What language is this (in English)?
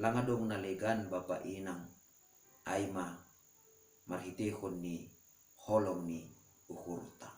Batak Simalungun